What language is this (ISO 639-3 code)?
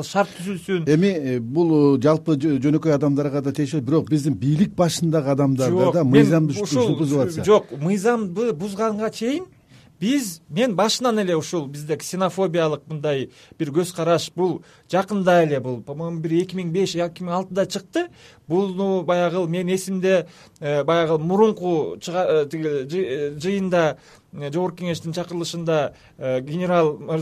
kir